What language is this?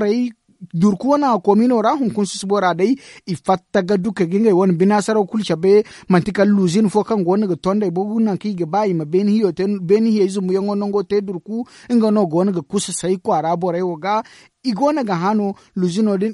Zarma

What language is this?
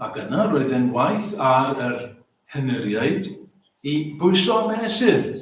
Welsh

